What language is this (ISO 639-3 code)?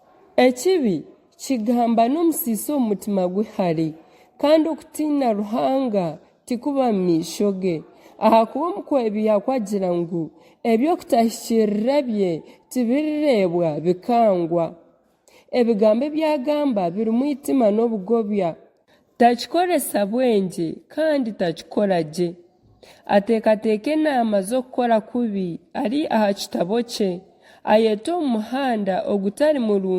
nyn